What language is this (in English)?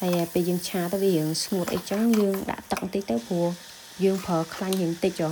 Khmer